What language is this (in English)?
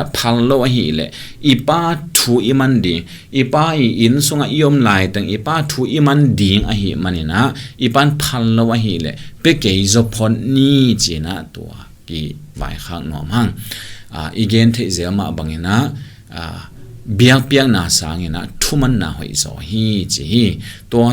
Tedim Chin